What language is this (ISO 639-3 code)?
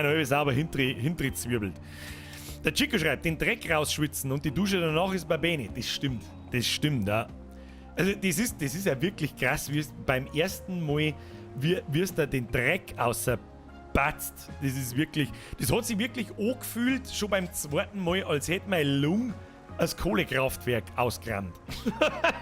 bar